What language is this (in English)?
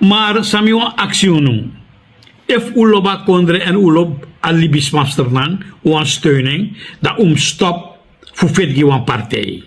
Sranan Tongo